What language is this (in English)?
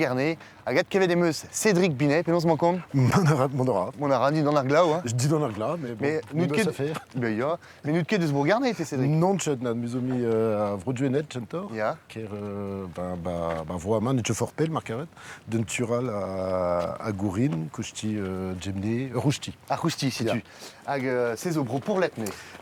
Breton